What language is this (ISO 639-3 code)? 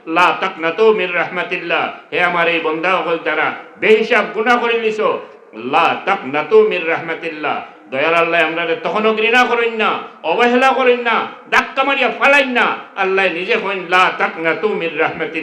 syl